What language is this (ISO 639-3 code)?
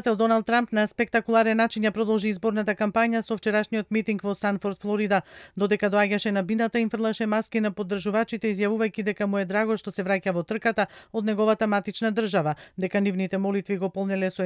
mkd